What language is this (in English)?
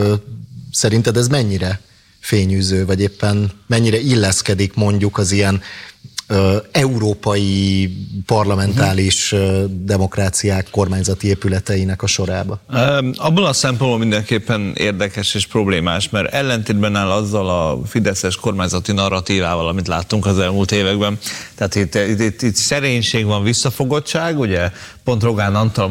Hungarian